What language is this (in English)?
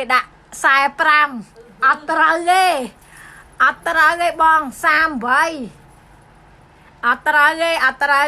Khmer